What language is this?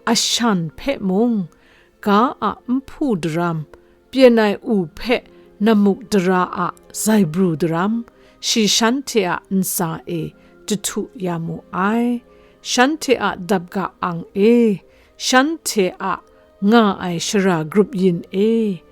Kachin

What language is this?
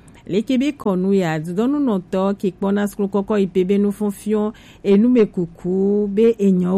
Gen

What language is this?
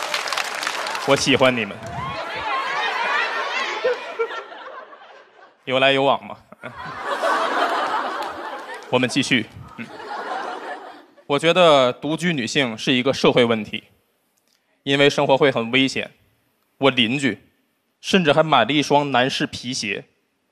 Chinese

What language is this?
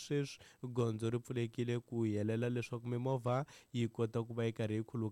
Tsonga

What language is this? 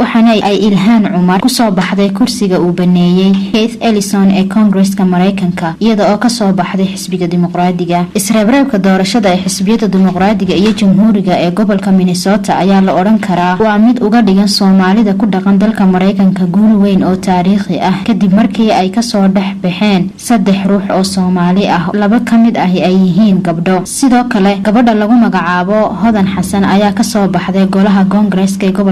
Somali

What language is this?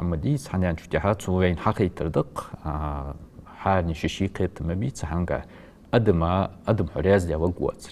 Ingush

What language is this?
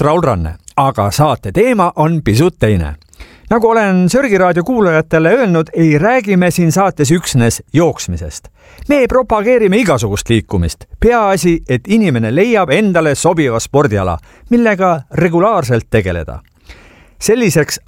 Estonian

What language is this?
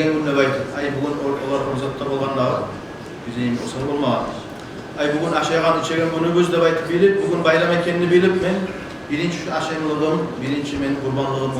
Kumyk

